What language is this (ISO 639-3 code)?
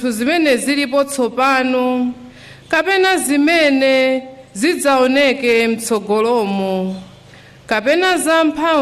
nya